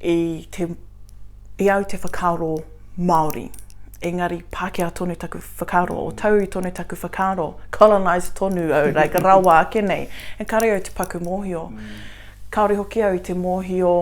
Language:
Māori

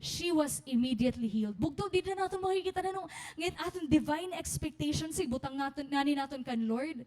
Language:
Waray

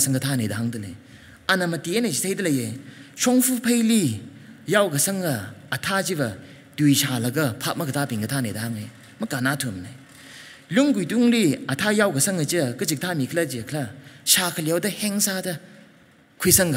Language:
Tangkhul Naga (India)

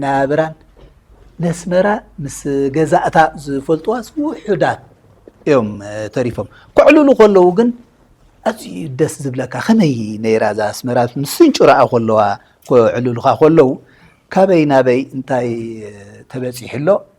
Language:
Tigrinya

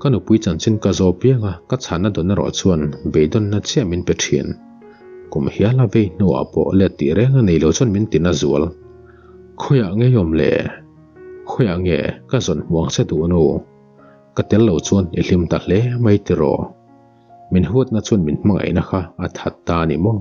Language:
Mizo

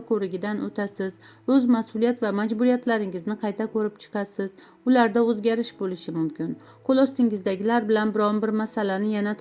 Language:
Uzbek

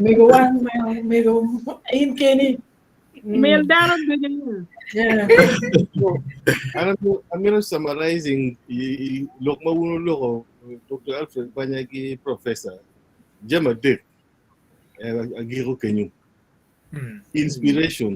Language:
Acoli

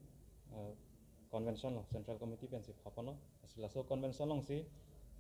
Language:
Karbi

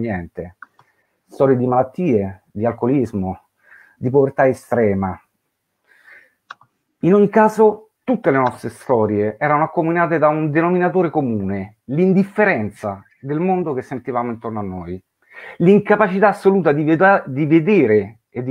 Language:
Italian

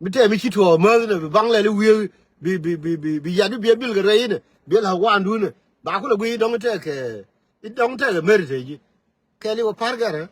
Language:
Nuer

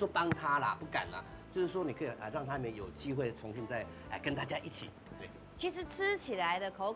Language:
Chinese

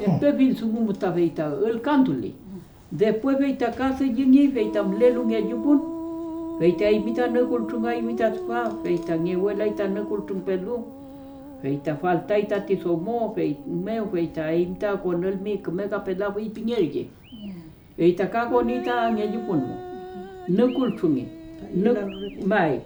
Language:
Mapuche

